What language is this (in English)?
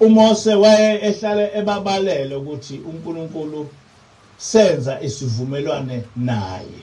Zulu